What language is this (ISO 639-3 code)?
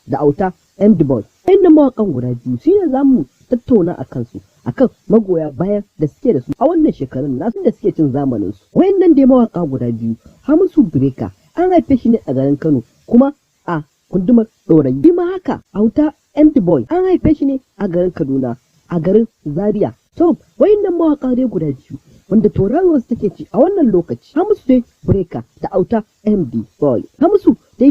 hau